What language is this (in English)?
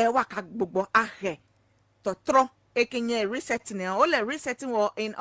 Ewe